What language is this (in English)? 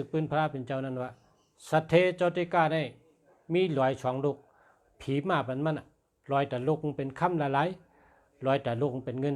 Shan